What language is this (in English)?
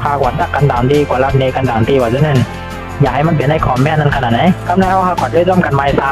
Shan